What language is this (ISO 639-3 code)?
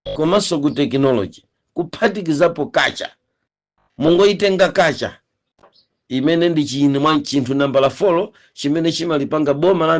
nya